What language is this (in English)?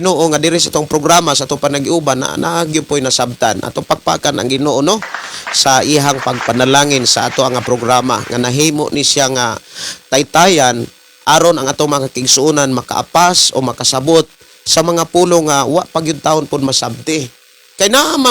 Cebuano